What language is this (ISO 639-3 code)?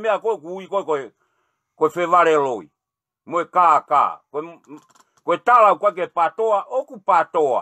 ton